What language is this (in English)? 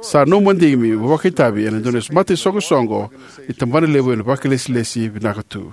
Fijian